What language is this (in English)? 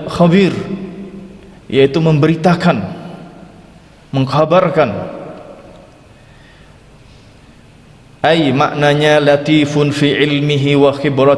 Indonesian